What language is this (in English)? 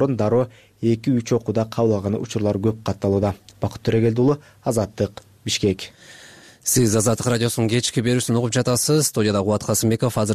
Kyrgyz